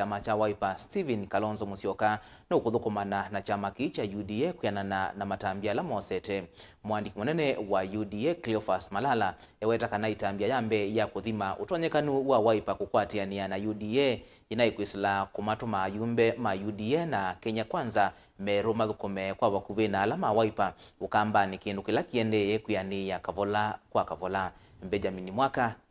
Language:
Kamba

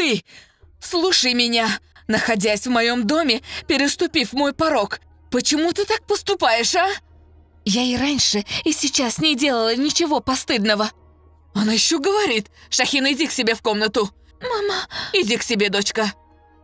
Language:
Russian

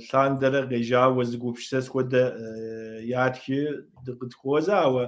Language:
Kabardian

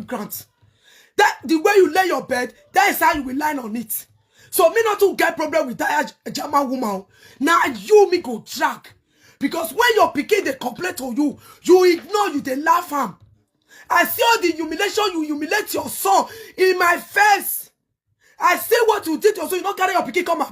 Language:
Nigerian Pidgin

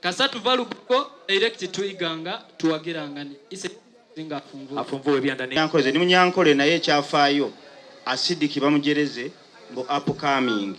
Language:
Soga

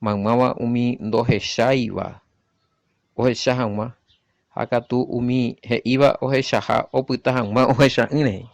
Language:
Guarani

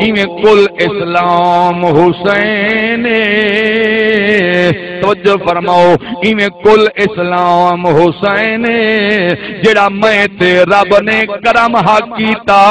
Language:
Saraiki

